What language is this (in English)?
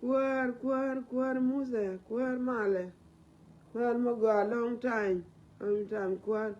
Nuer